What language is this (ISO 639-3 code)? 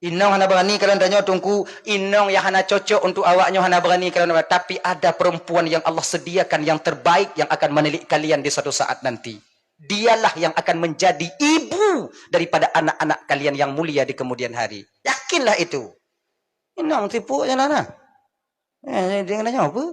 ace